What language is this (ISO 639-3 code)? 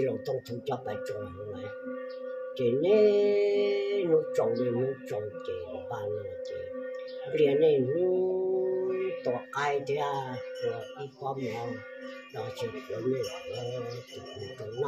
vie